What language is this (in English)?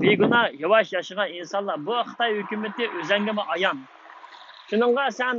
Uyghur